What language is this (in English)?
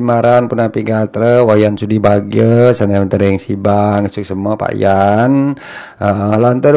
Balinese